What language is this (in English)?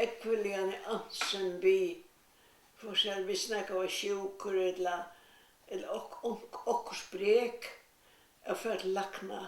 Faroese